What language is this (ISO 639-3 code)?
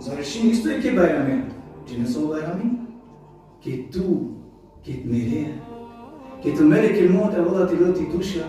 rmn